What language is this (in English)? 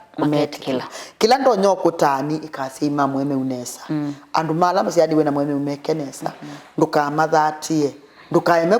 Kamba